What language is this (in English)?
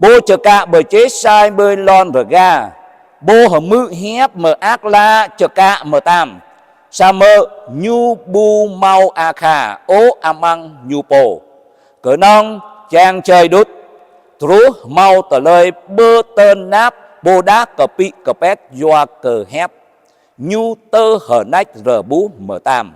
Jarai